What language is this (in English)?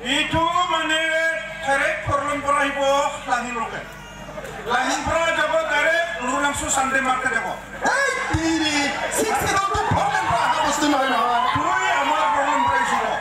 Karbi